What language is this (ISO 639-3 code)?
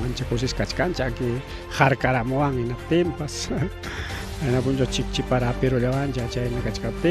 quy